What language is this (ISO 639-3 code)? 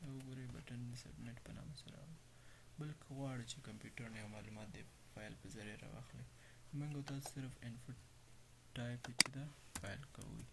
pus